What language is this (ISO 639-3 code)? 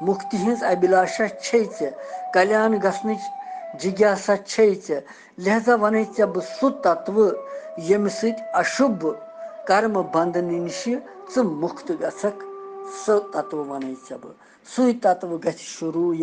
kas